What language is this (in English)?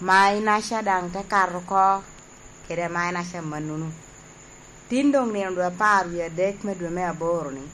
Lango (Uganda)